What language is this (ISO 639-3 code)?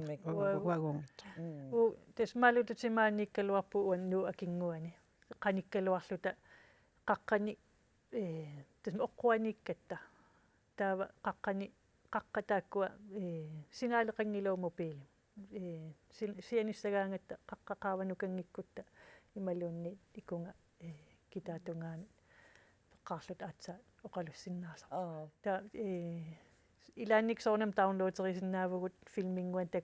kal